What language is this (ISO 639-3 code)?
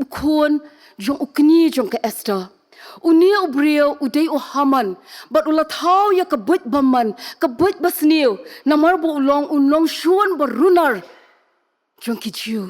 kha